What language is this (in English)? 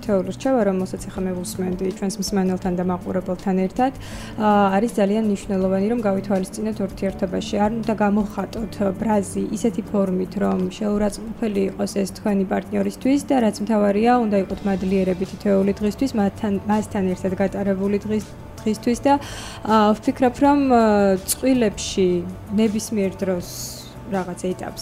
Georgian